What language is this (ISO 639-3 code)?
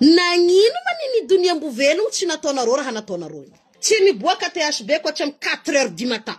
mlg